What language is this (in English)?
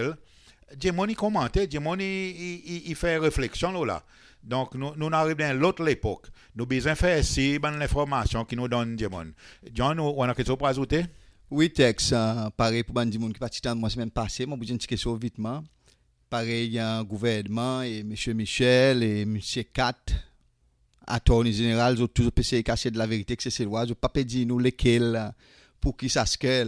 Seselwa Creole French